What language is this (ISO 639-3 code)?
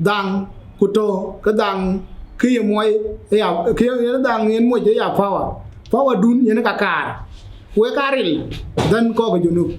din